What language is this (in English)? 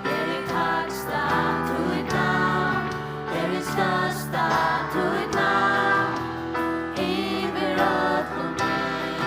Faroese